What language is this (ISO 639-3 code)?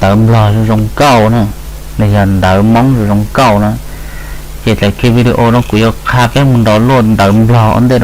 hmn